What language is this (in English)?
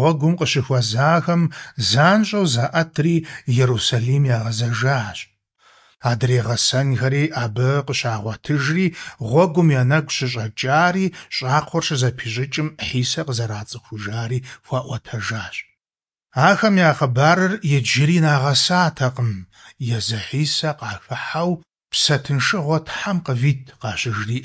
Kabardian